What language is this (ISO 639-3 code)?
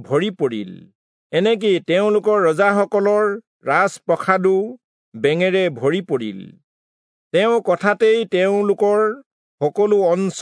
asm